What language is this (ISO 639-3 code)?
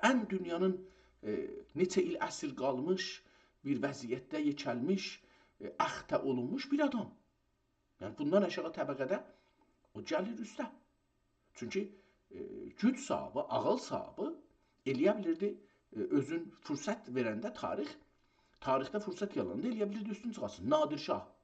azb